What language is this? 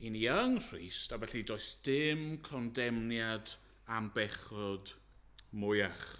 Welsh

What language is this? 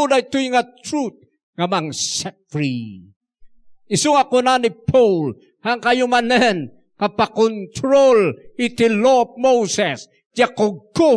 Iloko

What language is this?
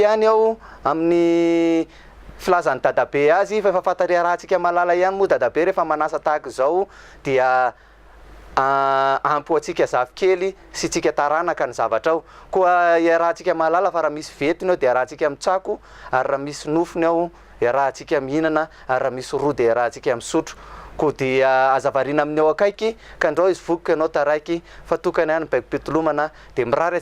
Malagasy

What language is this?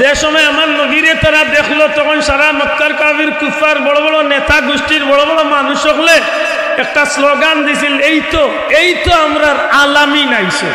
Sylheti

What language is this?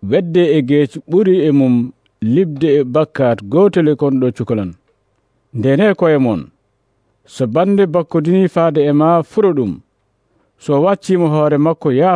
Nigerian Fulfulde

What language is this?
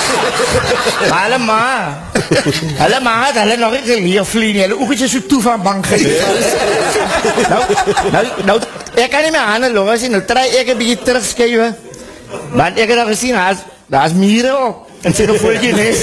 Afrikaans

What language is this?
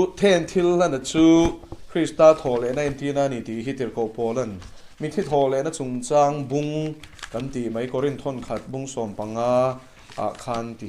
Mizo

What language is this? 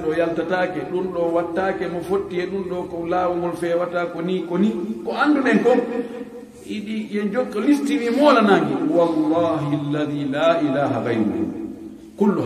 Fula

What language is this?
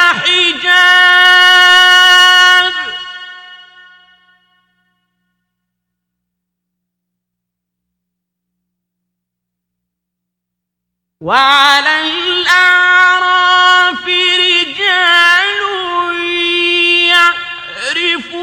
Arabic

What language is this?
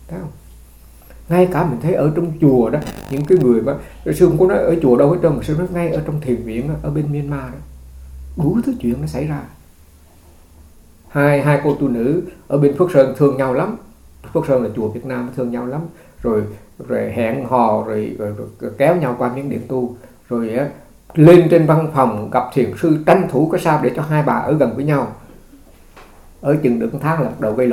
Vietnamese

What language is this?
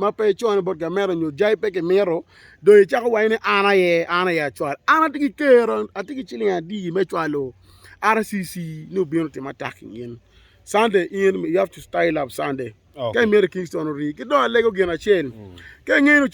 Acoli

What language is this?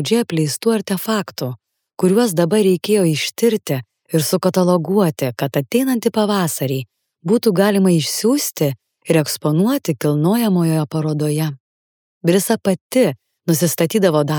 Lithuanian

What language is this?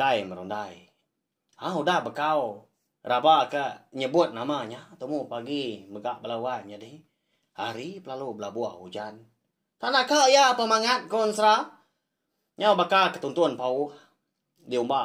Iban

